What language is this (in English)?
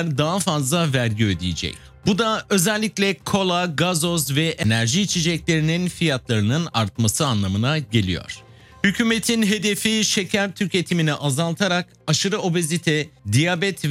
Turkish